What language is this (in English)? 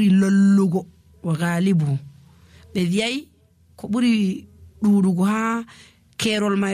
Nigerian Fulfulde